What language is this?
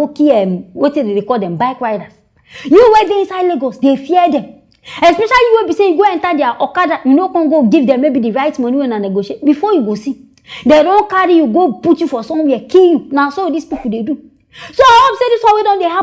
Nigerian Pidgin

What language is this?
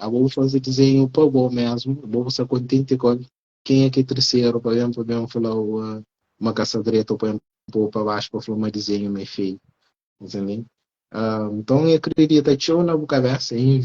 Kabuverdianu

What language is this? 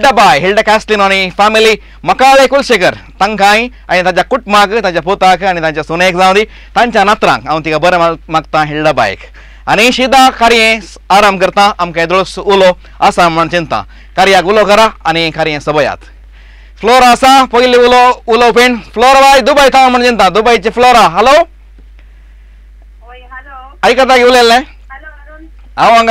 Konkani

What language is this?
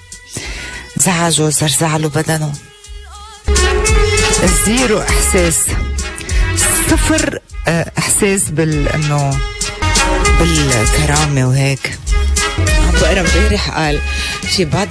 North Levantine Arabic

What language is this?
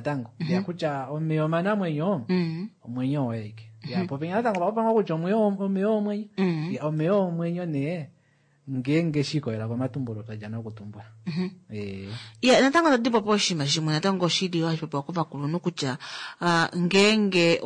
Kuanyama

